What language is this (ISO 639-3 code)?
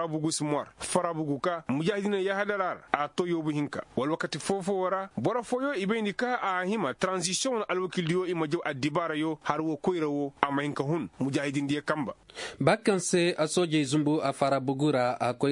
ses